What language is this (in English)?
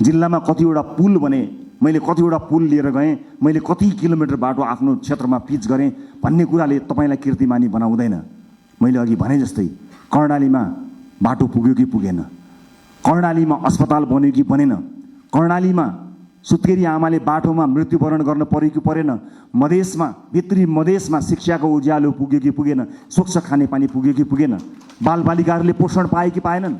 Nepali